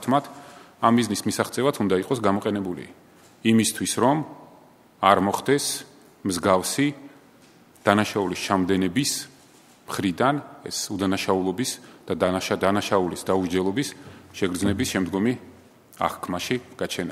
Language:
Georgian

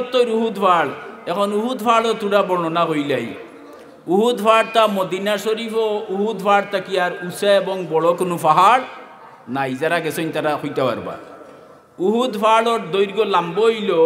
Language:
Sylheti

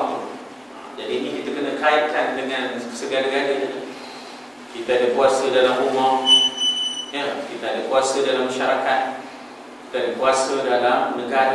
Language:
Malay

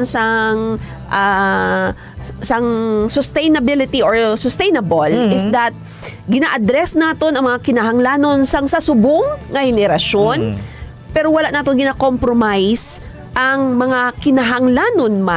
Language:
Hiligaynon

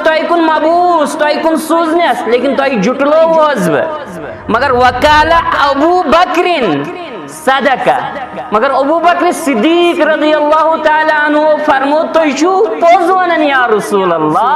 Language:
Kashmiri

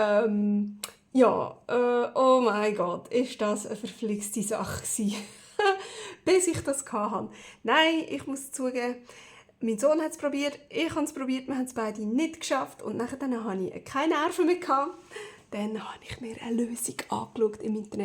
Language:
Swiss German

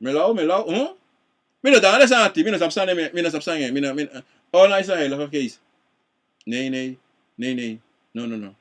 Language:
Sranan Tongo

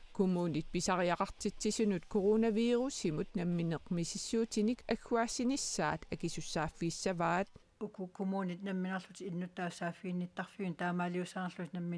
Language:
Kalaallisut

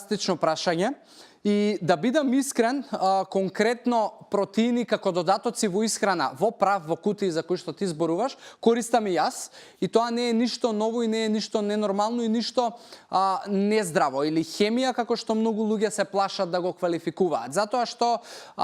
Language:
Macedonian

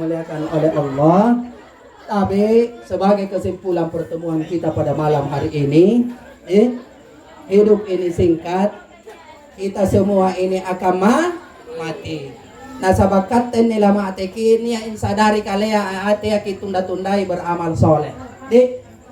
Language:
Makasar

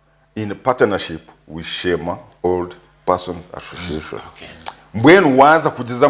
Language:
Nyankole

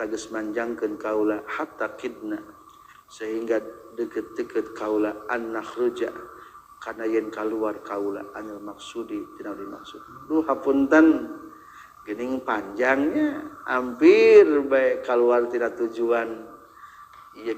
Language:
Sundanese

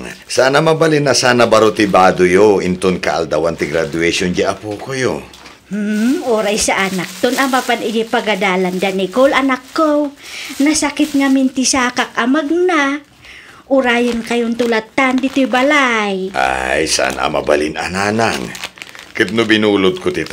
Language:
Iloko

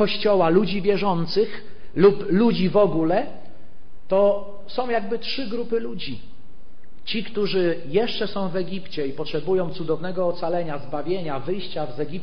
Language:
Polish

